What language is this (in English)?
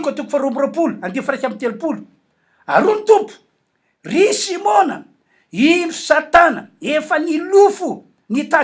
Malagasy